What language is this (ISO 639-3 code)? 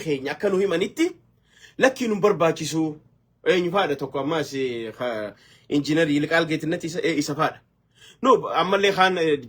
orm